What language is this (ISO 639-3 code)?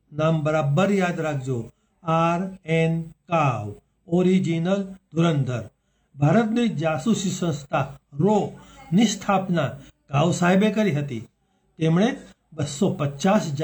guj